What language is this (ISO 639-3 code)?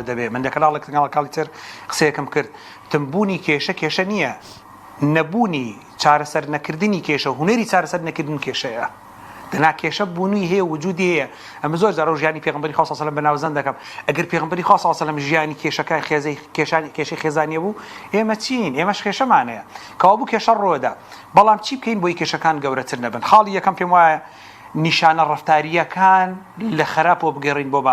ckb